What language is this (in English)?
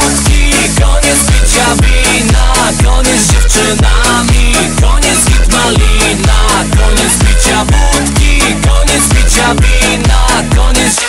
Polish